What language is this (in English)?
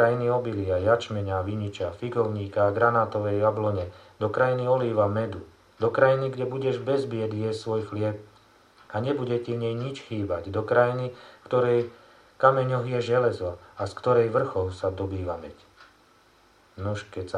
Slovak